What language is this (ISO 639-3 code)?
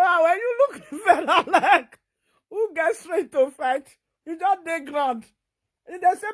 pcm